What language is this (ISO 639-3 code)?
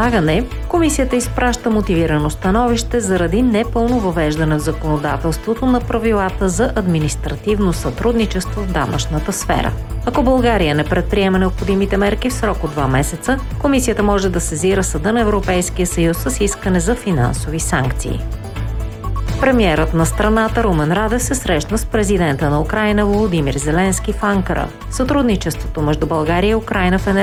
bul